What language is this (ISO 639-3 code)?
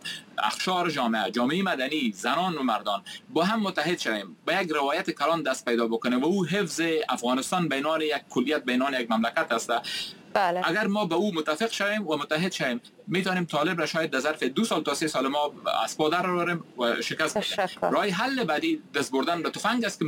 fas